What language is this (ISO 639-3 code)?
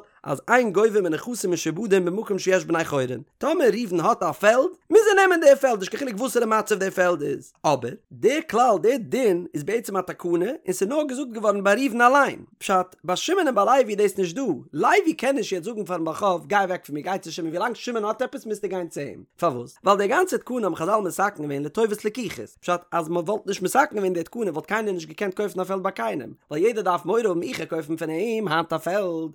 yid